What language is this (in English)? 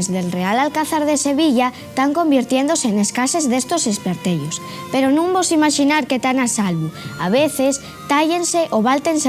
Asturian